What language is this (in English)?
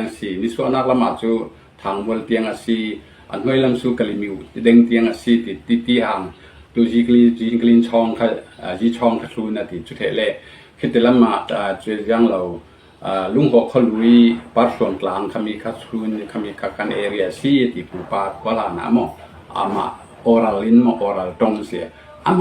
Falam Chin